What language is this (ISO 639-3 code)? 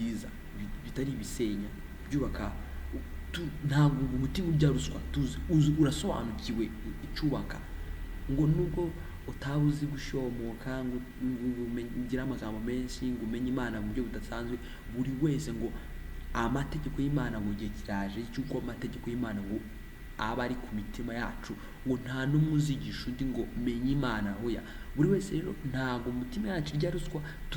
kin